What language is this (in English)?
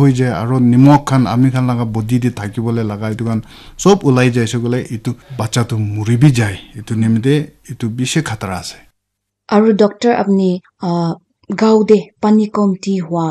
Naga Pidgin